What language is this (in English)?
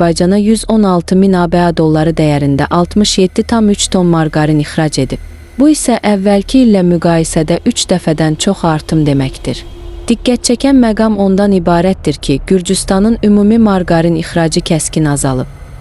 Azerbaijani